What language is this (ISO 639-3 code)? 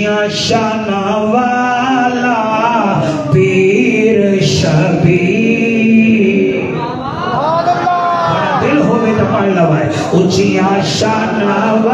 skr